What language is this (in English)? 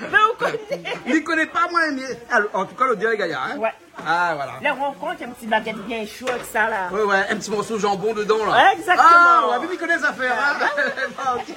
Réunion Creole French